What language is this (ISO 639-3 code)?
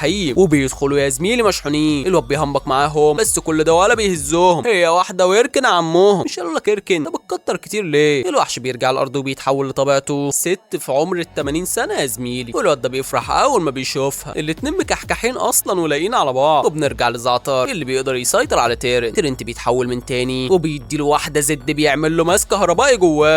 arz